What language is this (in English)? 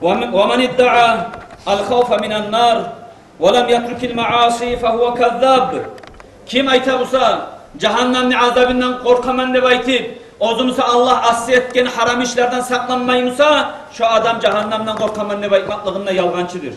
Kumyk